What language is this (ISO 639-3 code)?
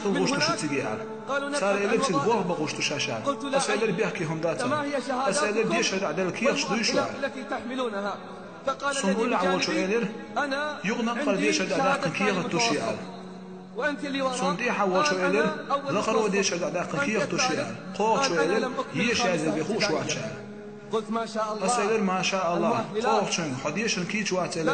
che